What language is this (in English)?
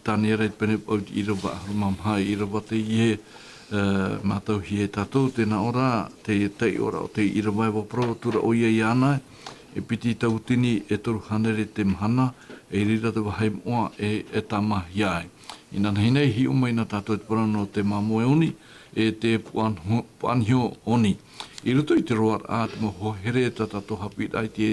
Tahitian